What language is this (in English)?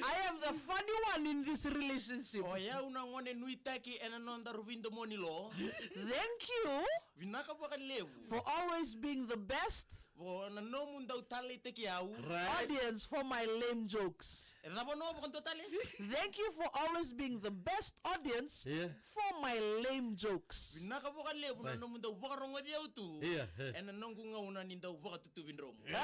Fijian